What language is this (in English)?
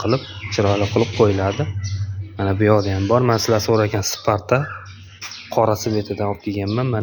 Uzbek